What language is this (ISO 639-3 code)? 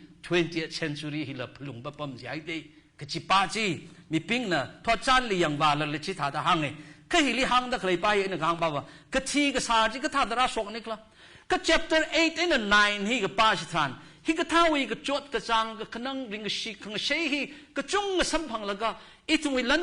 nmf